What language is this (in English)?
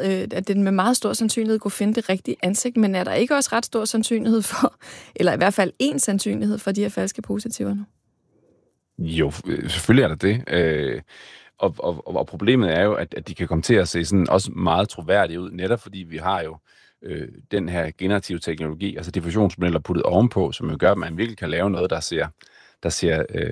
Danish